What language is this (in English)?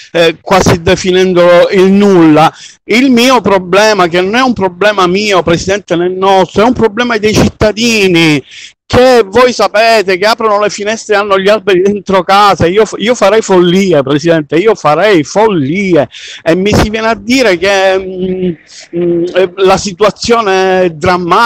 Italian